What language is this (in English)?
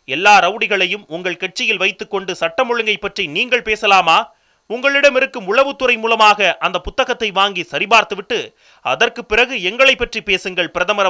Tamil